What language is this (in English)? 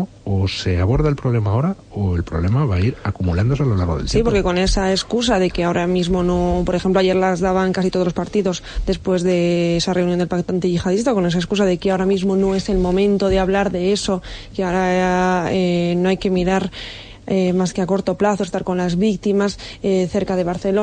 Spanish